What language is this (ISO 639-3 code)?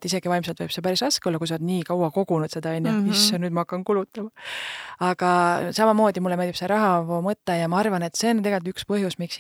est